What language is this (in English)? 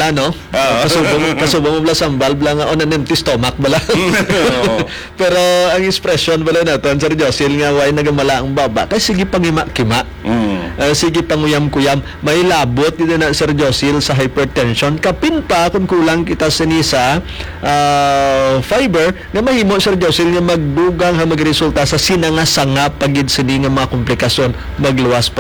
Hiligaynon